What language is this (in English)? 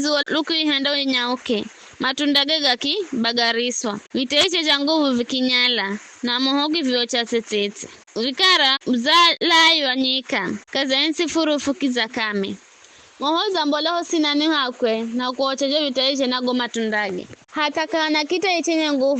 Giryama